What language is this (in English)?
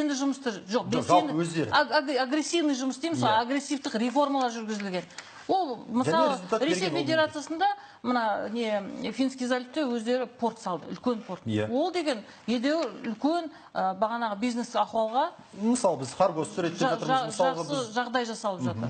Kazakh